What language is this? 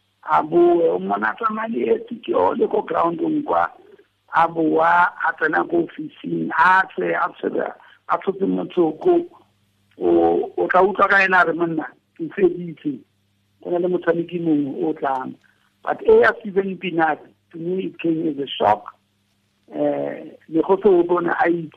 Tswana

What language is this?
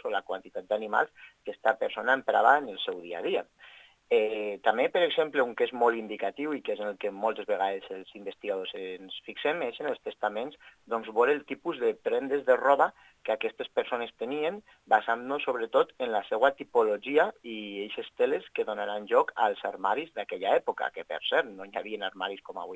Catalan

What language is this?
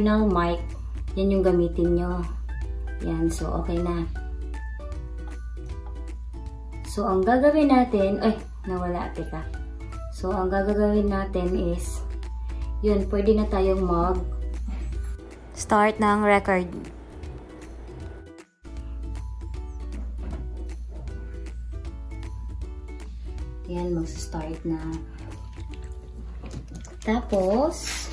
Filipino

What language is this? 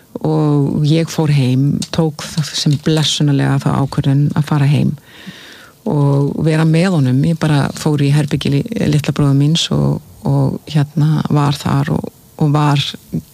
Icelandic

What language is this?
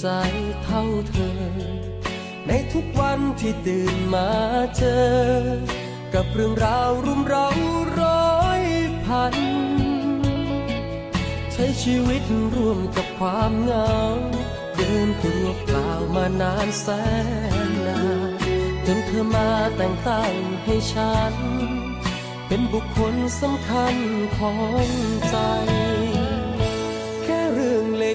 Thai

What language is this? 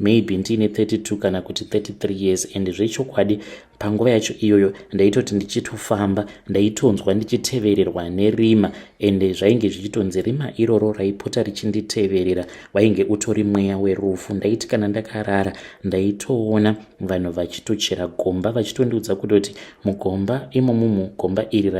Shona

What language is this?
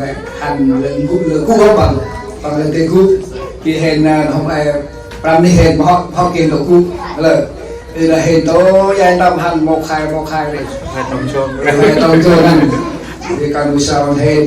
Central Mnong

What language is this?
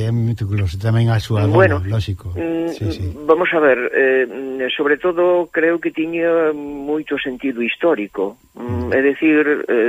Galician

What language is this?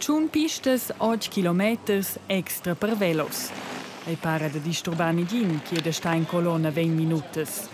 Romansh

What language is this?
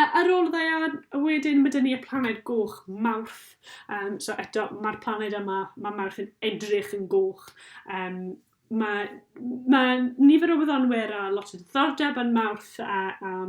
Welsh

